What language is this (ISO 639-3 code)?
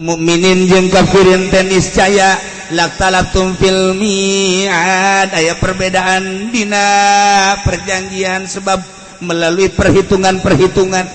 sun